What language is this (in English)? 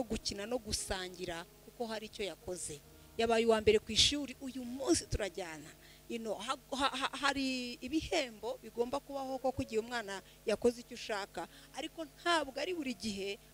Kinyarwanda